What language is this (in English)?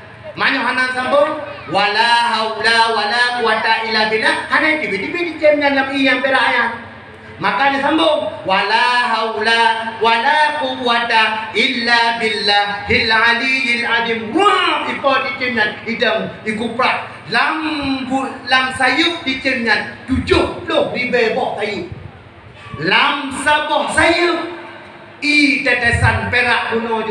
Achinese